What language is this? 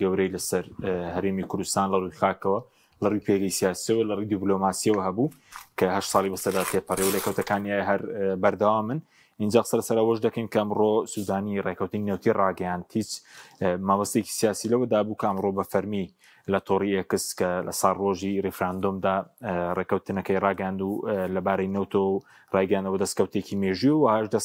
Central Kurdish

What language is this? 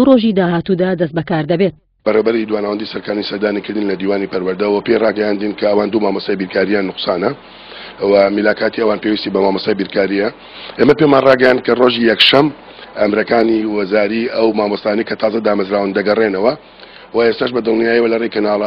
Central Kurdish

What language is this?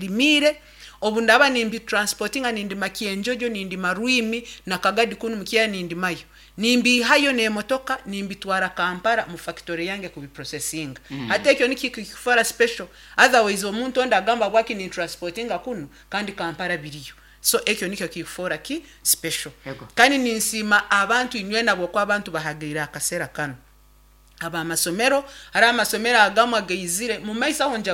Nyankole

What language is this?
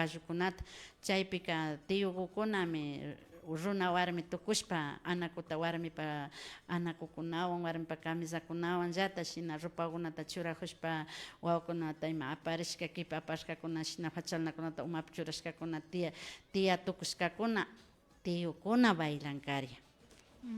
Imbabura Highland Quichua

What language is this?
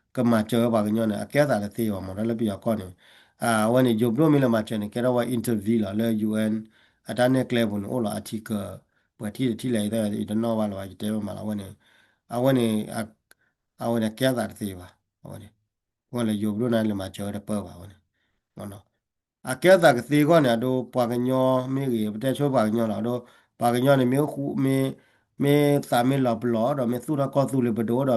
S'gaw Karen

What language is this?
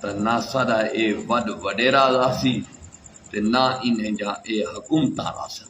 Saraiki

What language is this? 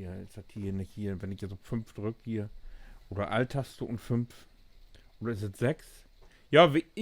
Low German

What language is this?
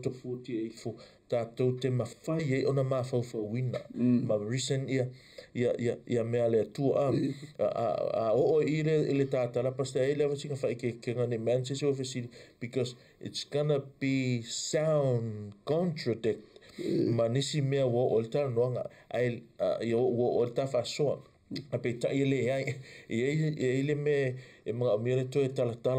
Samoan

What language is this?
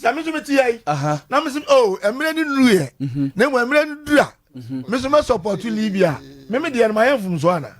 Akan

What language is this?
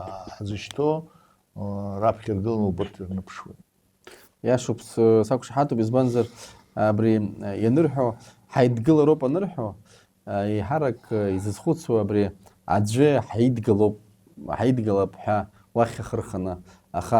Abkhazian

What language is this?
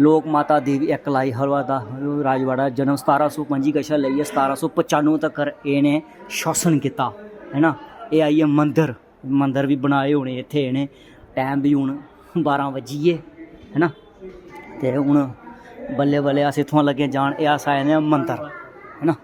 Dogri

